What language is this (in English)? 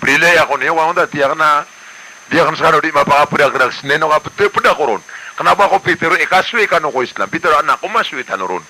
Maranao